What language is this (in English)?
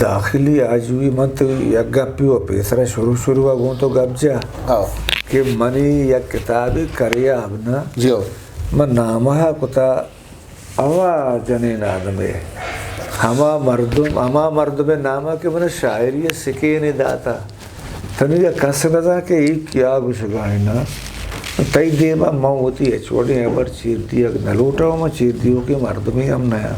Eastern Balochi